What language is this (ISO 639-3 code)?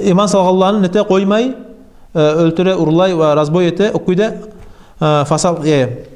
kum